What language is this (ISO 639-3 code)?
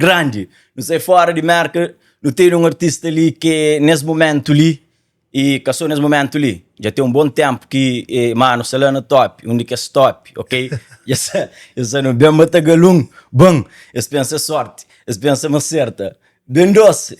kea